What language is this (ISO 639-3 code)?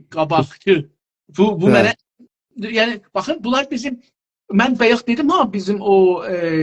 azb